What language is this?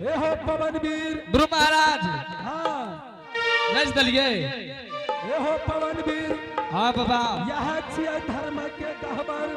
Angika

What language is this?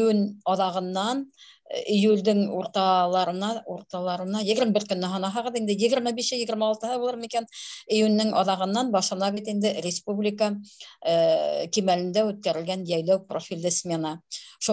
Bashkir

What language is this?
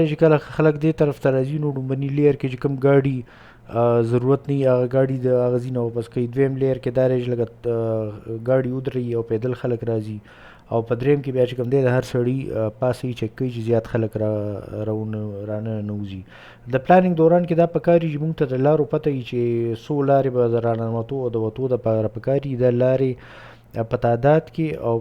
Pashto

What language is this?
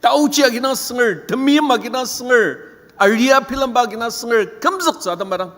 Ao Naga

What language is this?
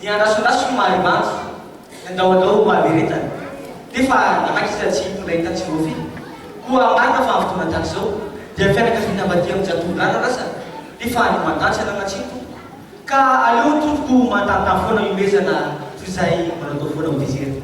Malagasy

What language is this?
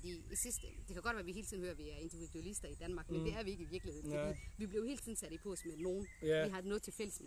Danish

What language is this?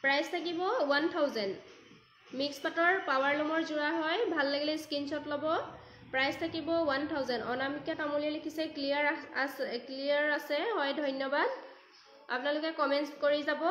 Assamese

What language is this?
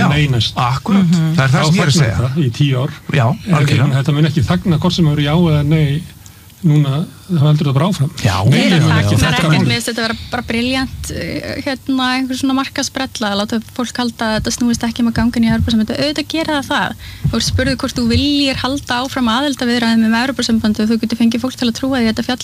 Icelandic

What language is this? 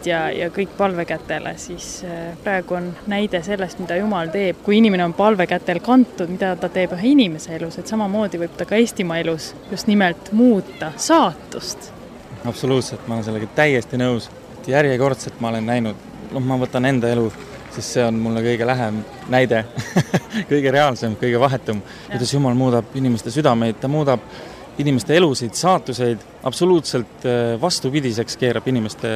Estonian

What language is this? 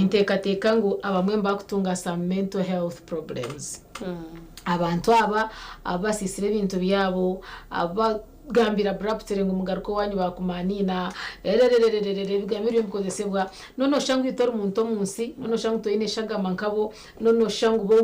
Nyankole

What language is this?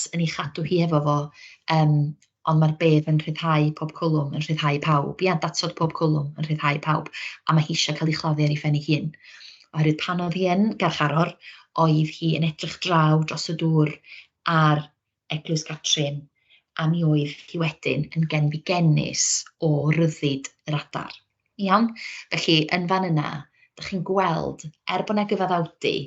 Welsh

